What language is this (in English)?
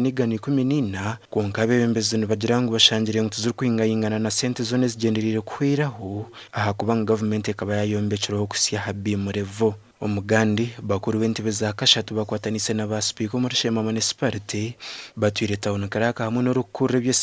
Nyankole